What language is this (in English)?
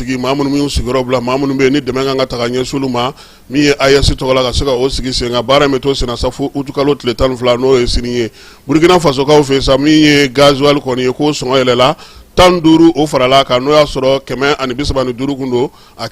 Bambara